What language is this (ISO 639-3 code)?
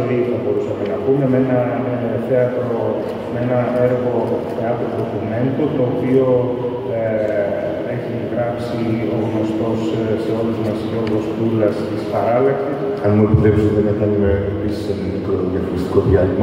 ell